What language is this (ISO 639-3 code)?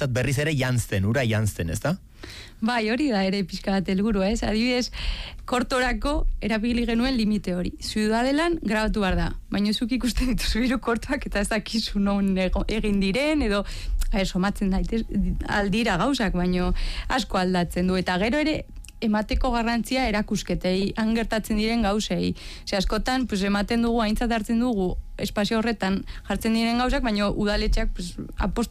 eus